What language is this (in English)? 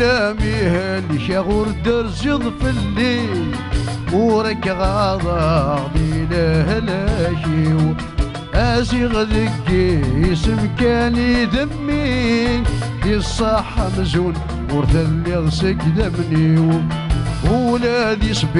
Kabyle